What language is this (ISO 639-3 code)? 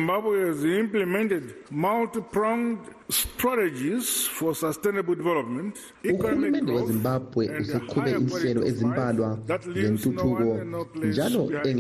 nde